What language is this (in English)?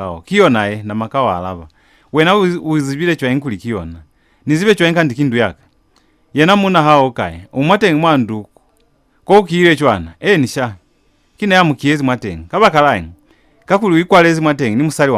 Lozi